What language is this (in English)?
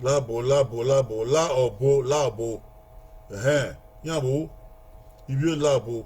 Bini